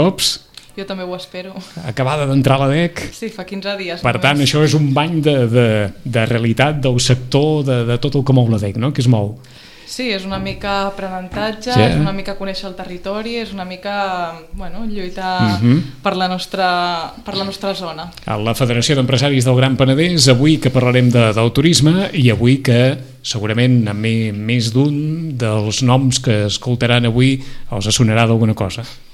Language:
Catalan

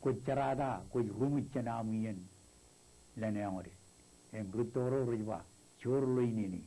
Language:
Marshallese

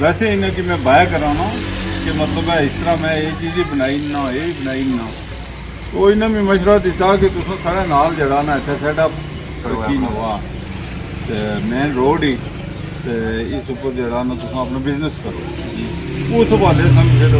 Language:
Pahari-Potwari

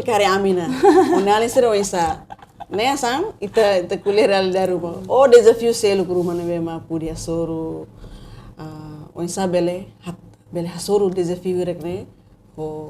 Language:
Tetum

